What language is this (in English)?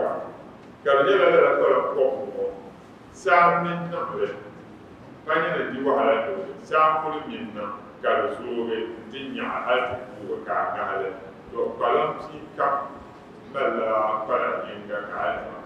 Dagbani